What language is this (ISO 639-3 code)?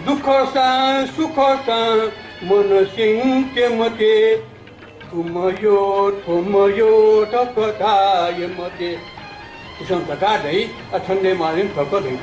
new